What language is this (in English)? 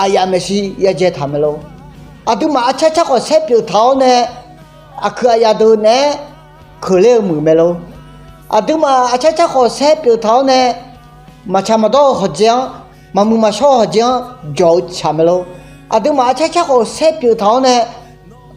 Akha